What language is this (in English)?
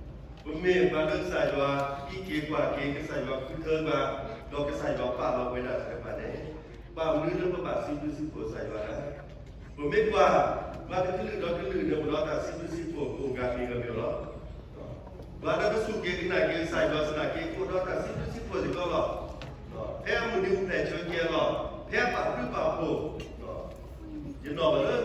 S'gaw Karen